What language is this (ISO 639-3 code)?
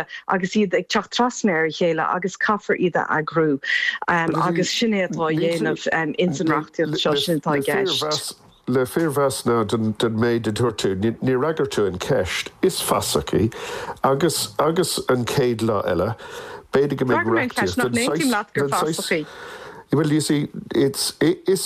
gle